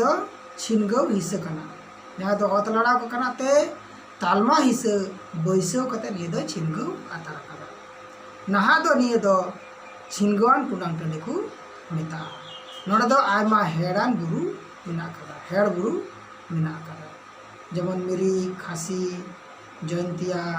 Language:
Santali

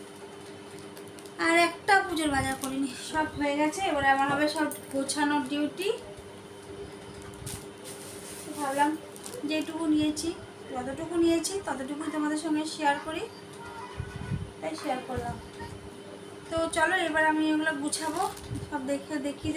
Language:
Bangla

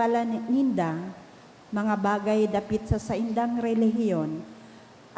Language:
Bikol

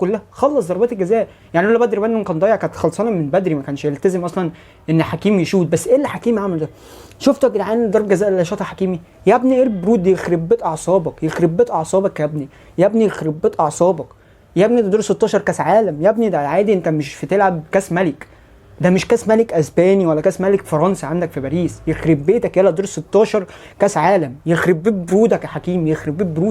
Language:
Egyptian Arabic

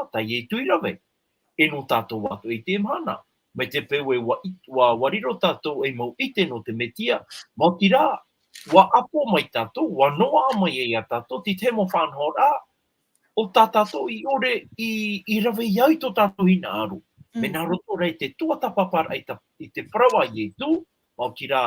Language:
Tahitian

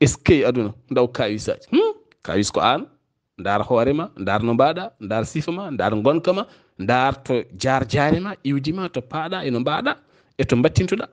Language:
Fula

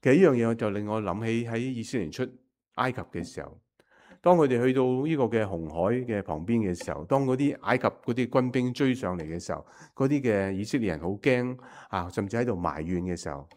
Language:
Cantonese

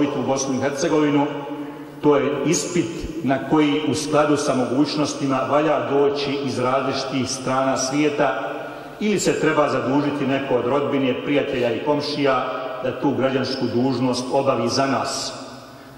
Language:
Bosnian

